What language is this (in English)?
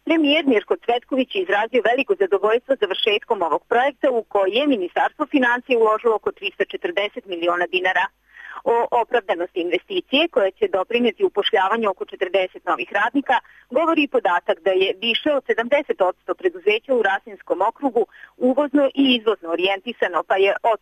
Serbian